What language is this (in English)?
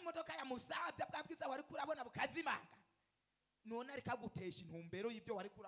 Rundi